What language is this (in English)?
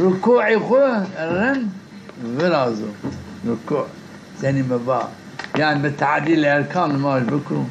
Zaza